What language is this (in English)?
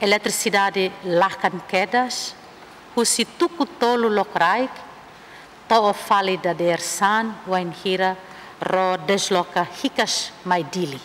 Tetum